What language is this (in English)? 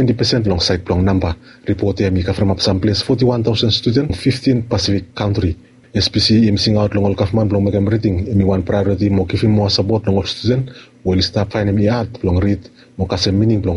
Bislama